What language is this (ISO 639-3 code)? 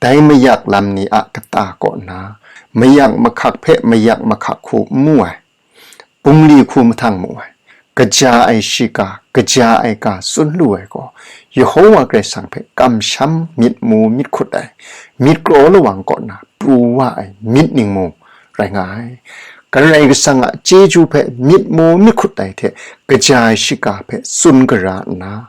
kac